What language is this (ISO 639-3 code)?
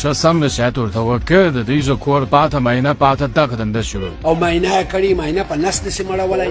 pus